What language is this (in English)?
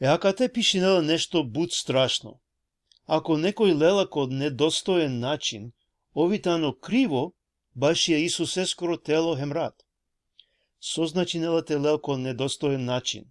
Balkan Romani